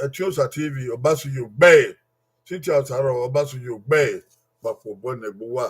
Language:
Bini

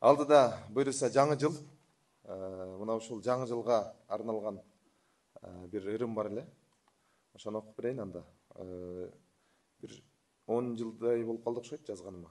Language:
Kyrgyz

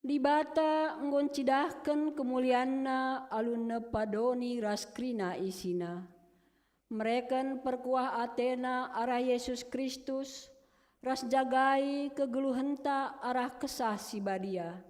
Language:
Batak Karo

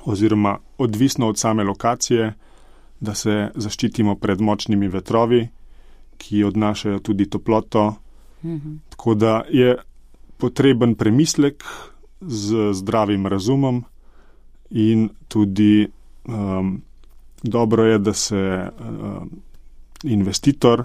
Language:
Slovenian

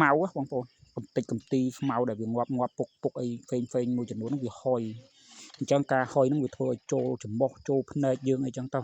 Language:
Khmer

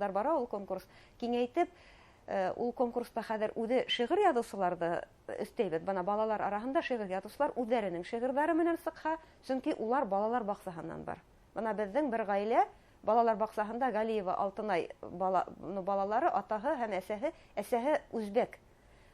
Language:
Bashkir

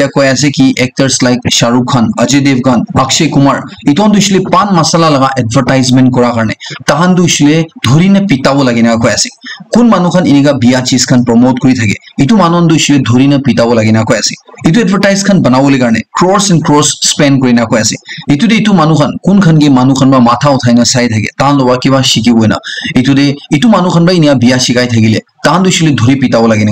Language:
Naga Pidgin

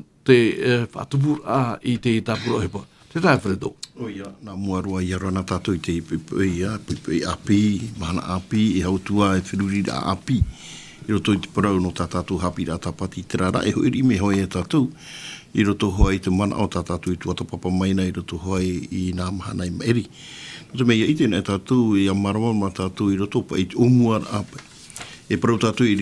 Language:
Tahitian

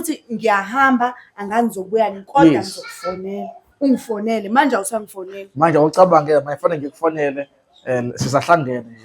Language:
Zulu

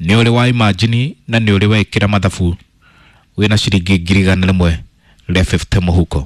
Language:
Kikuyu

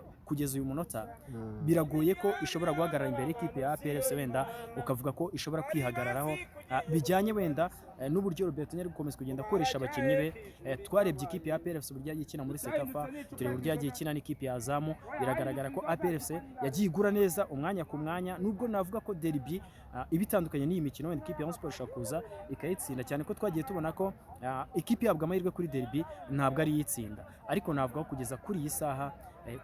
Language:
Kinyarwanda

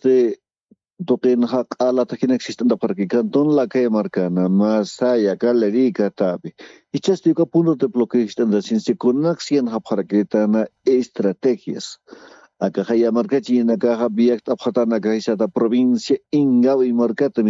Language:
Aymara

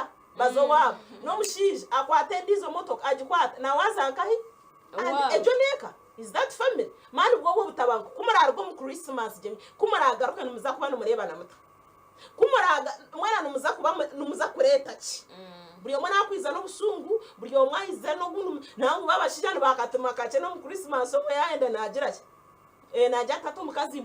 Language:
Nyankole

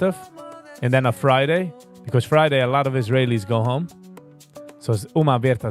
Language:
Yiddish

